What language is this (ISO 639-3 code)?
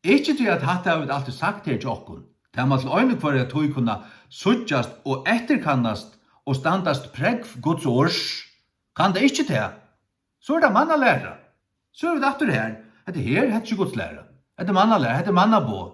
fao